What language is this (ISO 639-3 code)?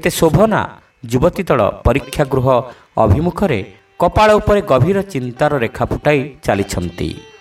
ori